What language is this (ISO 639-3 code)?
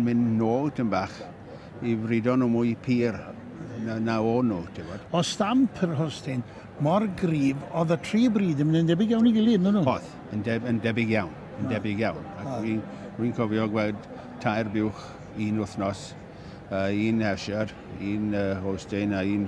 cym